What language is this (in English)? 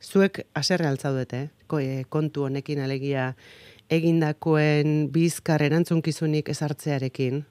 Basque